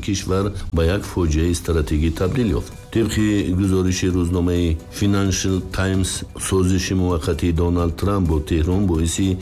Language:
Tajik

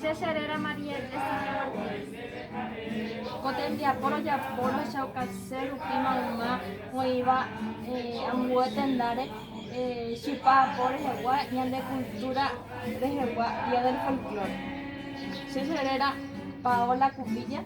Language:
Guarani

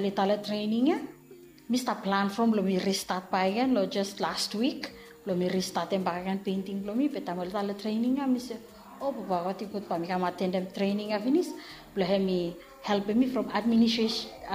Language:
Bislama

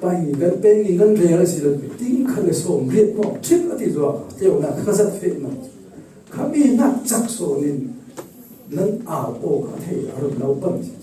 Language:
Falam Chin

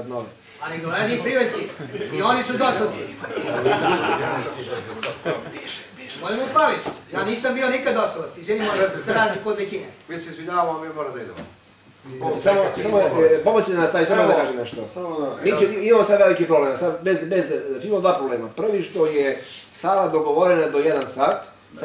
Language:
Serbian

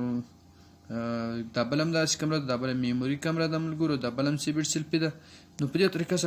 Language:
Pashto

